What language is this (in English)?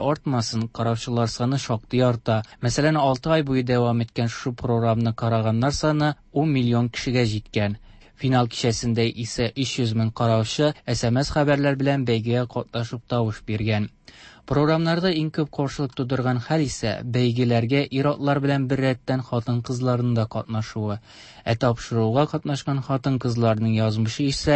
Tatar